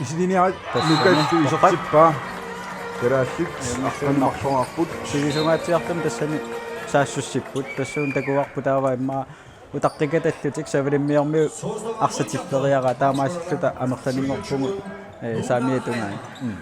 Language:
Kalaallisut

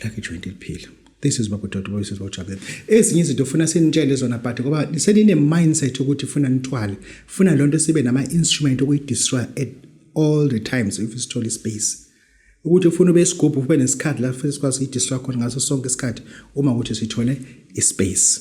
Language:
Zulu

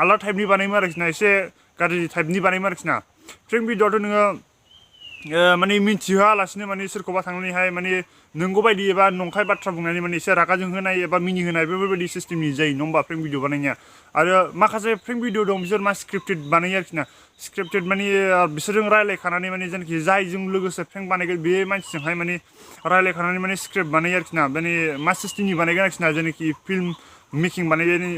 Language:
Bodo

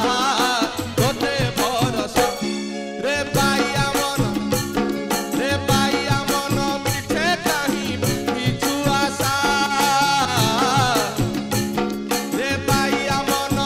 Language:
Odia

